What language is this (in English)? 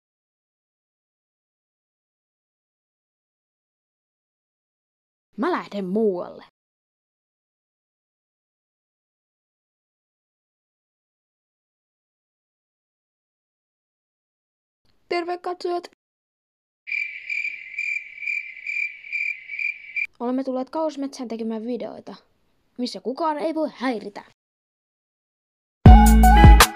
Finnish